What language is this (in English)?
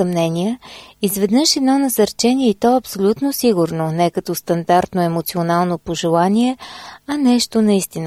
Bulgarian